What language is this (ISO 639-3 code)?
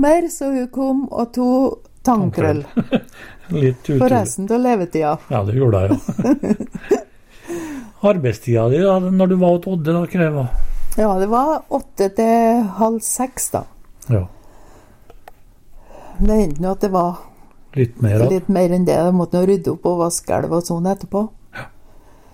nor